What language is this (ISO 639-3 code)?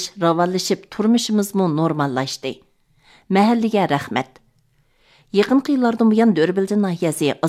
uig